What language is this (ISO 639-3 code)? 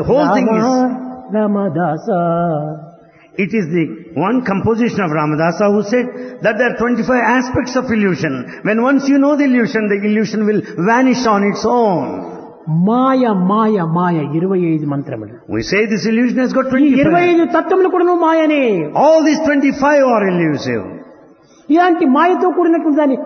tel